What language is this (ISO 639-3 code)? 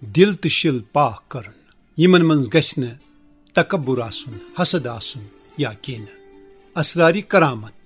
kas